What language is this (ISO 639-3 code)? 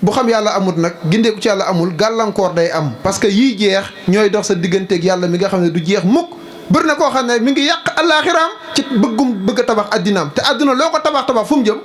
wol